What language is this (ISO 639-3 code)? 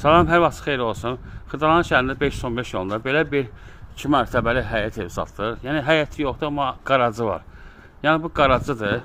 aze